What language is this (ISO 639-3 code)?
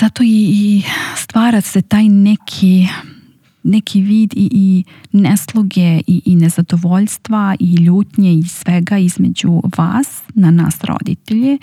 srp